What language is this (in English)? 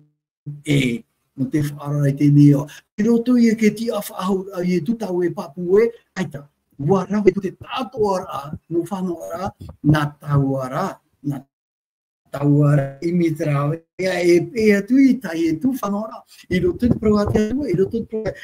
Tahitian